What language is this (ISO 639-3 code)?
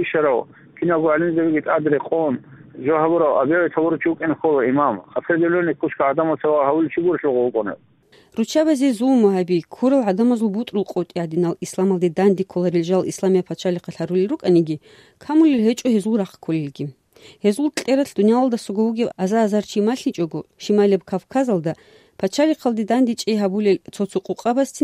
ava